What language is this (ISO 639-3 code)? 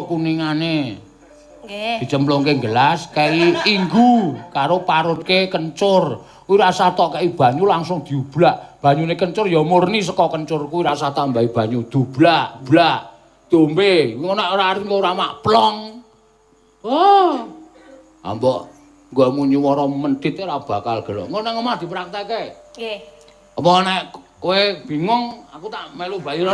jav